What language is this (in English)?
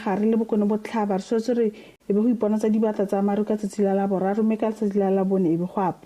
Tswana